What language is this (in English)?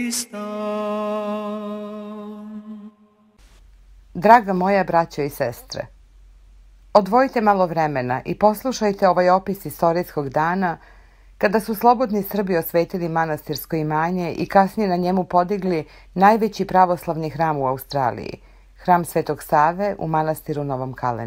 Serbian